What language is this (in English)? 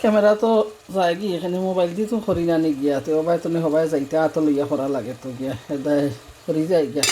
Sylheti